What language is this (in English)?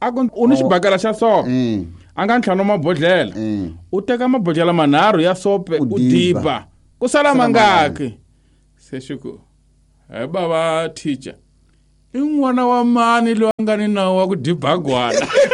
Tsonga